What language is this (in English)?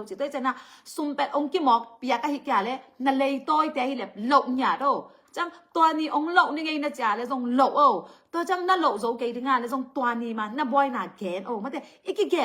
Tedim Chin